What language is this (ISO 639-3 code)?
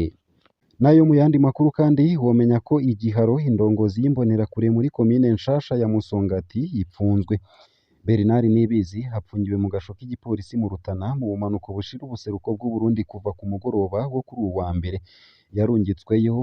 run